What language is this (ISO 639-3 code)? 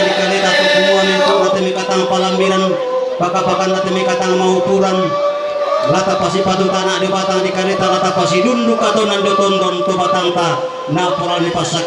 sda